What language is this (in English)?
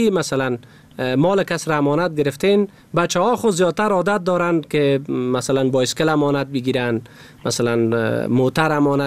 Persian